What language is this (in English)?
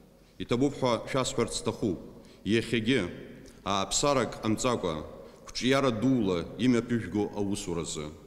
Abkhazian